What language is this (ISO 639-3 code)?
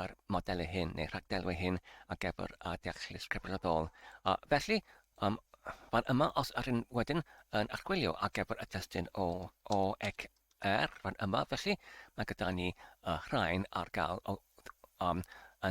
cym